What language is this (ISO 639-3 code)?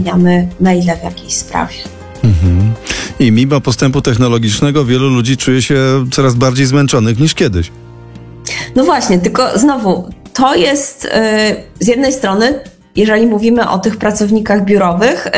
pol